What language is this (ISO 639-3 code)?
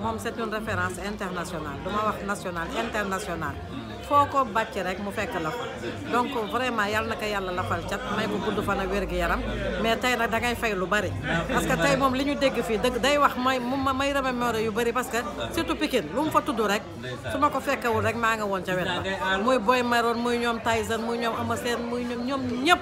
wol